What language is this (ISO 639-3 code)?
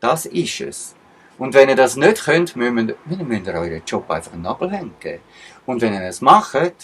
gsw